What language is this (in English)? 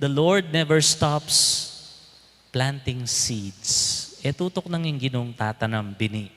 Pampanga